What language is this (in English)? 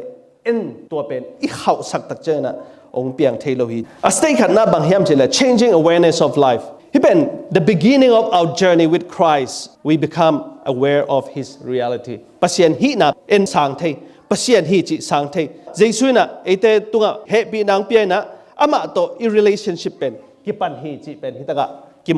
Tedim Chin